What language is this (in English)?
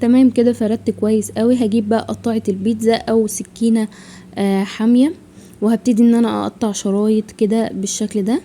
Egyptian Arabic